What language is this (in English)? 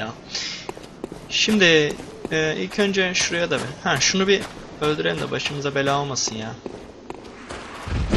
Turkish